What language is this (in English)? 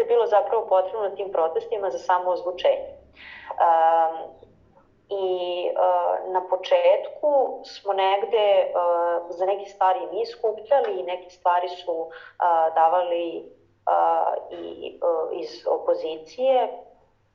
Serbian